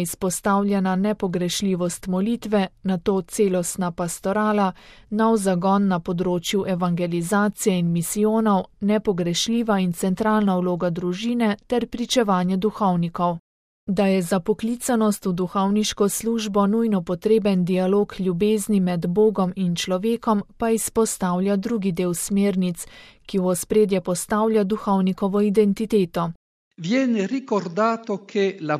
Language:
Slovenian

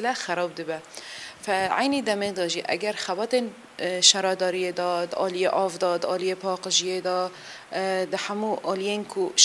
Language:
Kurdish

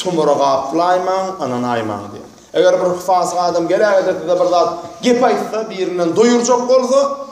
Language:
Turkmen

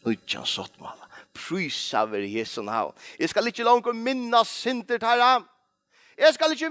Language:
Faroese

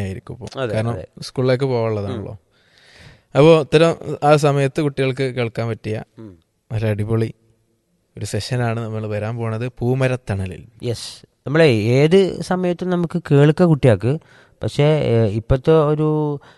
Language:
Malayalam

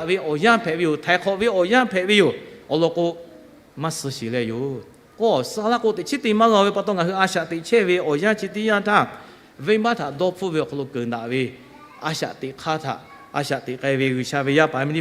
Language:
Lahu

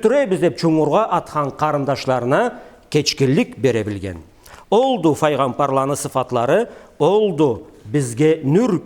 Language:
Karachay-Balkar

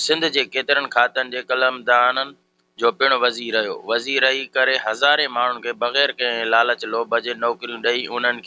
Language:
Sindhi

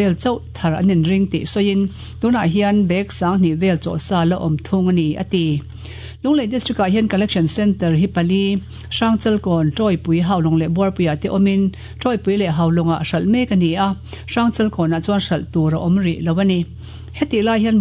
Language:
Mizo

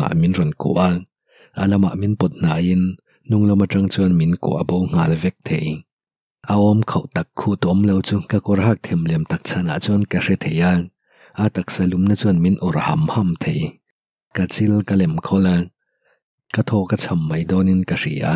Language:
Mizo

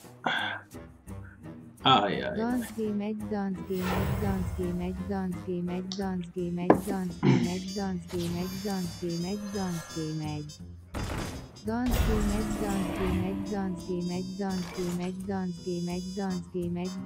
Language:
Hungarian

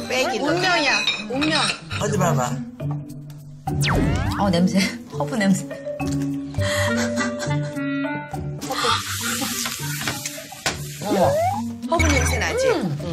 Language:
Korean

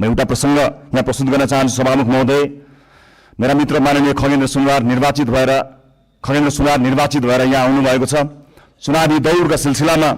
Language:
Nepali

